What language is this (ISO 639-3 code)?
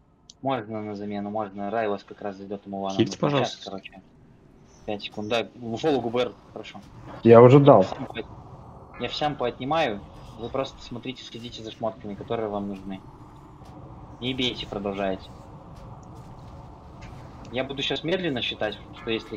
rus